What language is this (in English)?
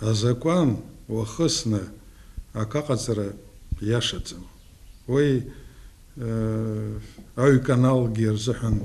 Abkhazian